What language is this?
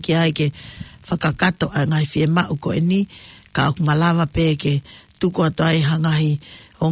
Tongan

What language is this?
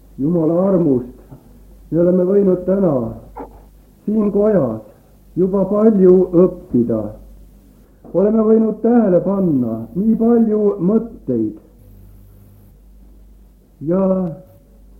Estonian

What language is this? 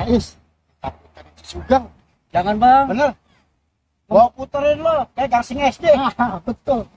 Betawi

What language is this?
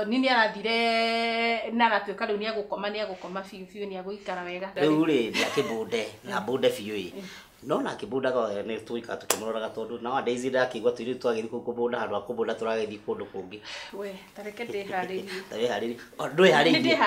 Kikuyu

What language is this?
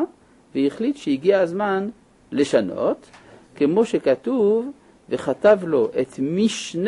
Hebrew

